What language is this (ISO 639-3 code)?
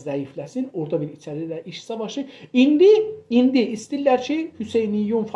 azb